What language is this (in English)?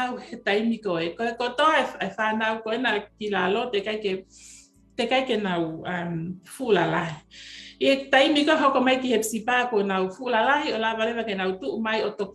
Tongan